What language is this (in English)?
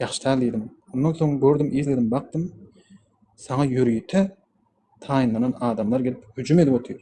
Turkmen